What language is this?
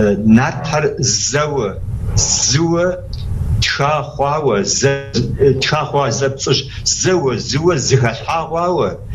Kabardian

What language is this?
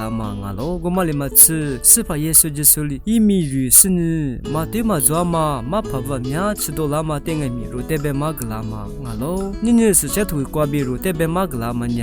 Lisu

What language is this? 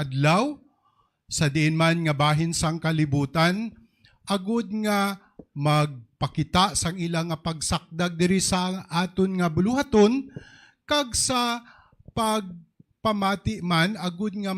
Hiligaynon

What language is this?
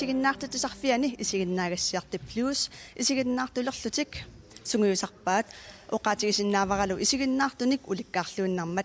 Kalaallisut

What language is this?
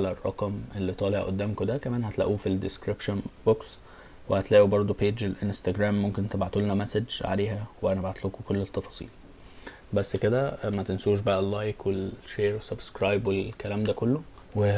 Egyptian Arabic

